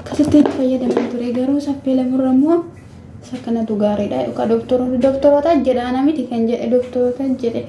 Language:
Oromo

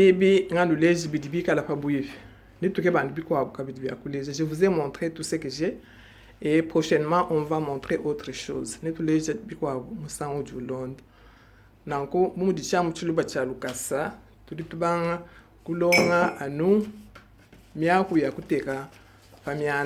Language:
Luba-Lulua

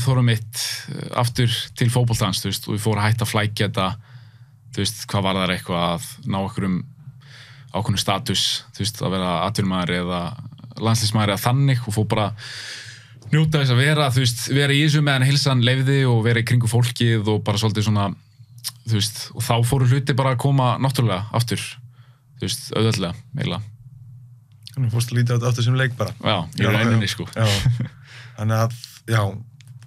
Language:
Icelandic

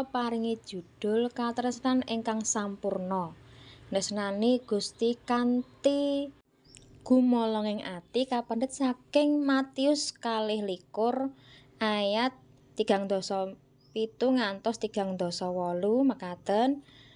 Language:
Javanese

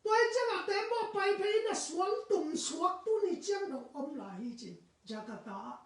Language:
Tedim Chin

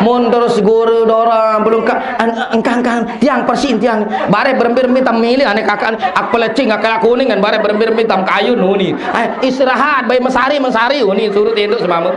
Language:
Sasak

